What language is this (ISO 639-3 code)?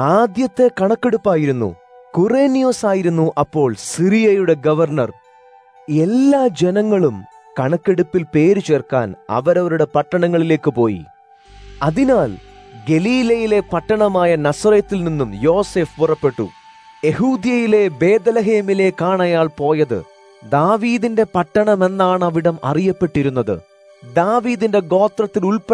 mal